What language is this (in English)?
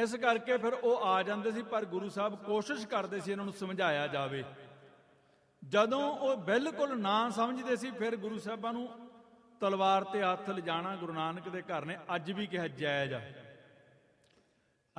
Punjabi